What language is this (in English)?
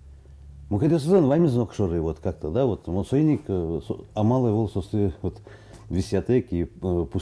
Udmurt